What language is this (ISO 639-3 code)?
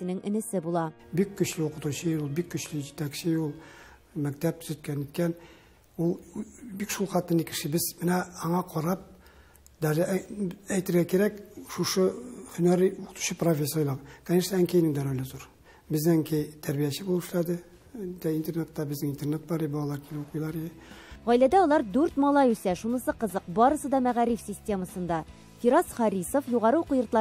tat